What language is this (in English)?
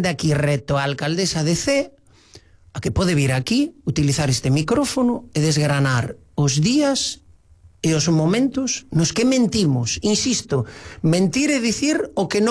Galician